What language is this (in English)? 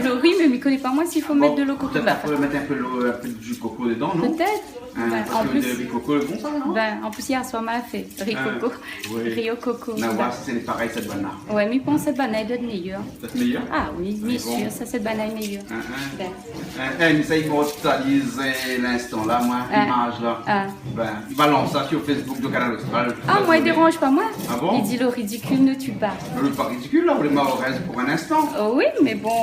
Réunion Creole French